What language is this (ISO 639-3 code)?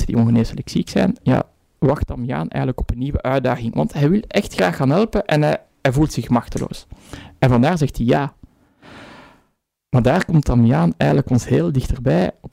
nld